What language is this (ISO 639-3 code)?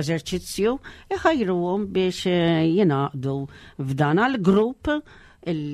mlt